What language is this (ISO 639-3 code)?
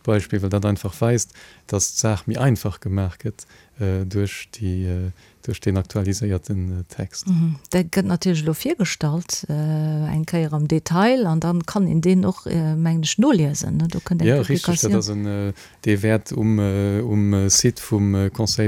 ltz